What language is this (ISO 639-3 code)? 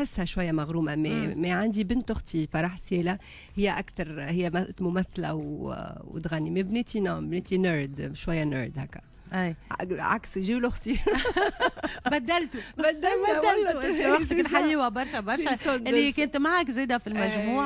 aeb